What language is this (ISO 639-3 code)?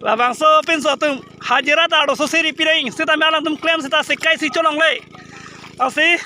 mjw